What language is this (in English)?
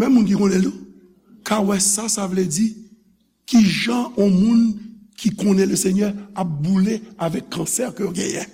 Haitian Creole